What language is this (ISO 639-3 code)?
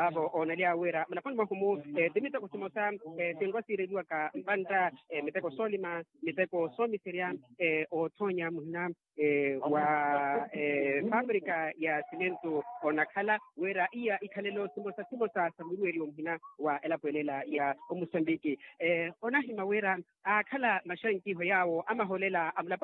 vmw